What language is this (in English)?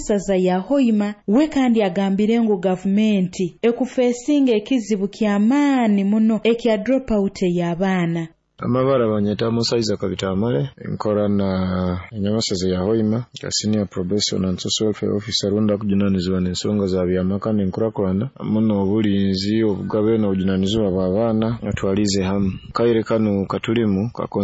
Nyoro